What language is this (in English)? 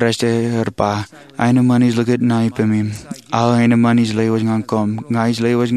Marshallese